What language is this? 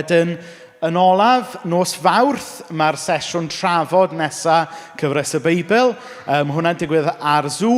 Welsh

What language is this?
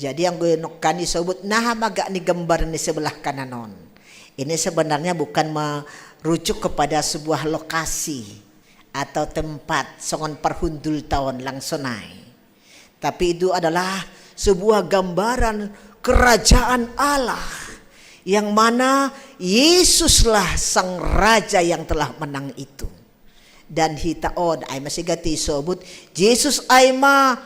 Batak Simalungun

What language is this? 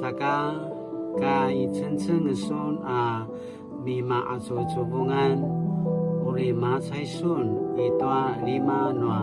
Paiwan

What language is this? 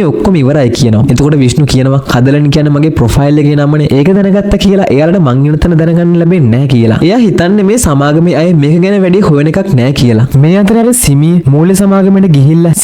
Sinhala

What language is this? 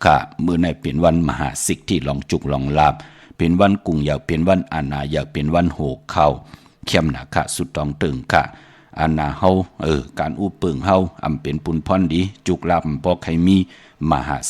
Shan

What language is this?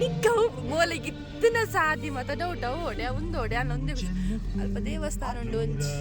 Tulu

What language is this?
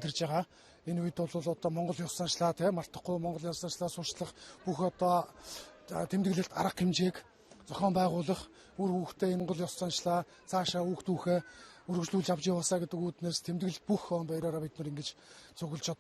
Mongolian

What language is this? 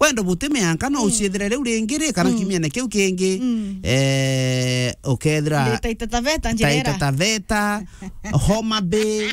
Meru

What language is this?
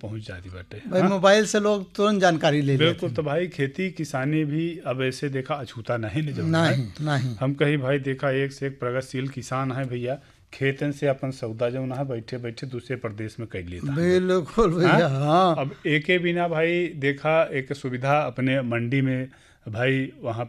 Bhojpuri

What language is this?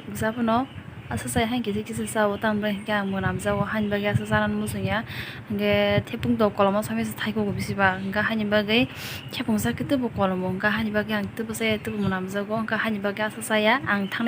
Kok Borok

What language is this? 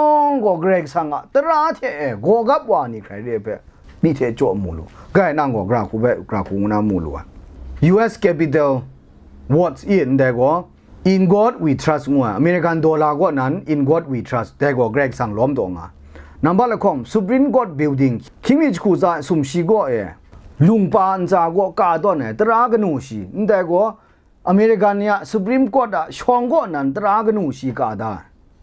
Kachin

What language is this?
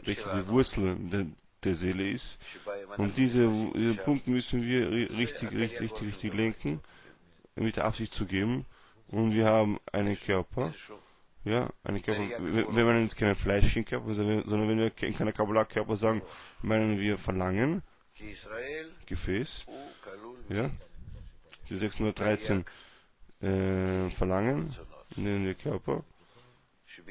German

